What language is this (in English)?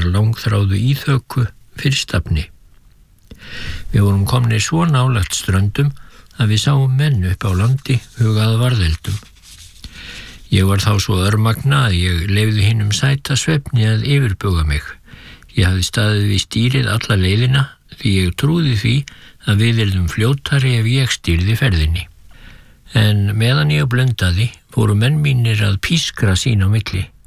Icelandic